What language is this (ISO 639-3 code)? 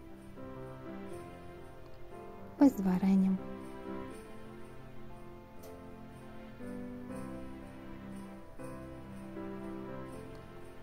ukr